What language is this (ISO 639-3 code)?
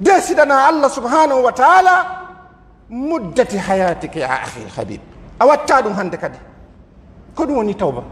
fuf